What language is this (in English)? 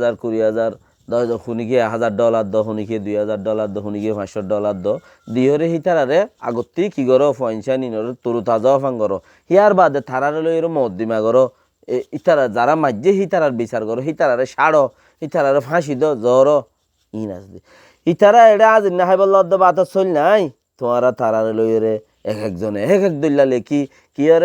Rohingya